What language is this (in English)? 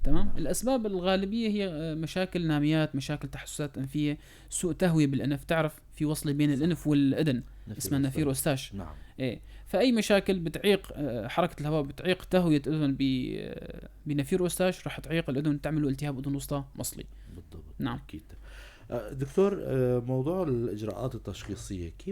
North Levantine Arabic